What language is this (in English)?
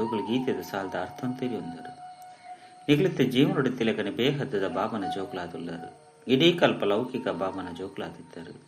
Tulu